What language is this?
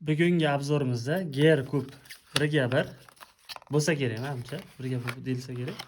Uzbek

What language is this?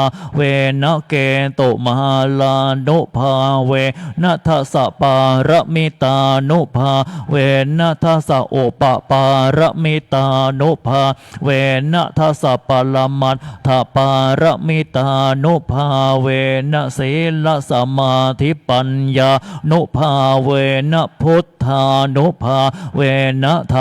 Pali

